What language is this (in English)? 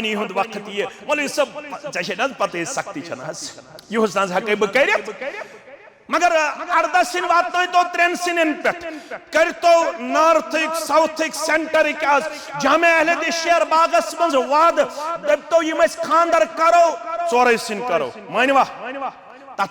Kashmiri